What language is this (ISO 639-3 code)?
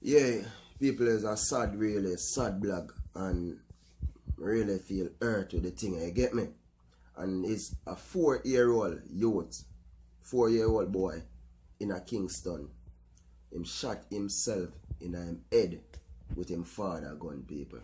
jam